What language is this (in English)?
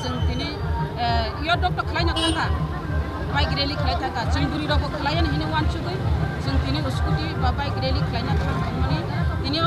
Kok Borok